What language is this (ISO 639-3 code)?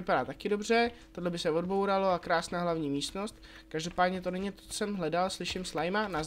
ces